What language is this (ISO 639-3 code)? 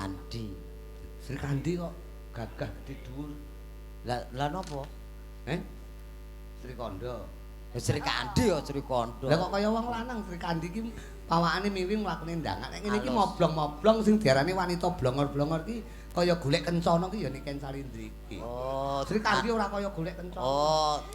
jav